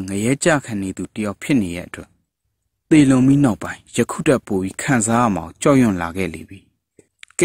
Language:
Burmese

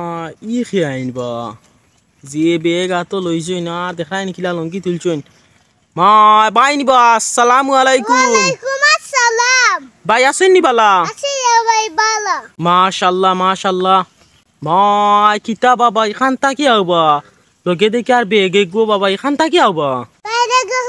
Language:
Sylheti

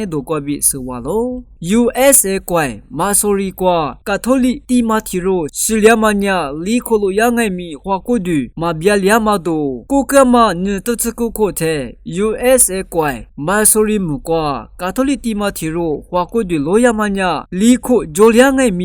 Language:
Lisu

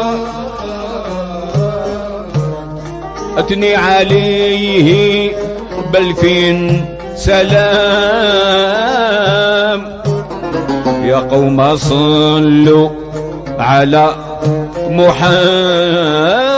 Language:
Arabic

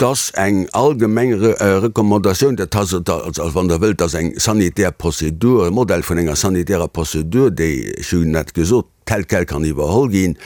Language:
Luxembourgish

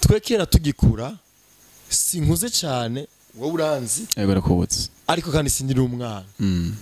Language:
Rundi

